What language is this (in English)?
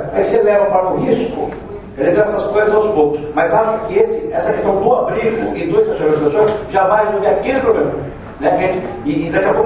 Portuguese